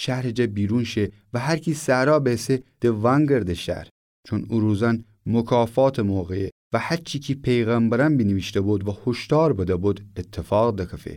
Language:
Gilaki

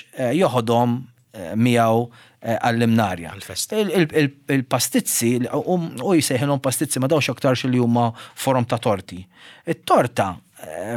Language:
Maltese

